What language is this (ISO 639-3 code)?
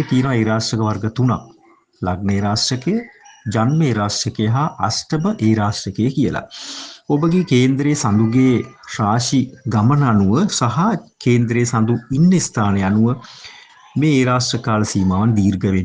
sin